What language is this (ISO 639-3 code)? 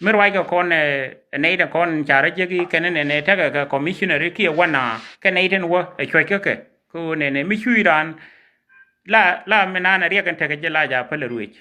nus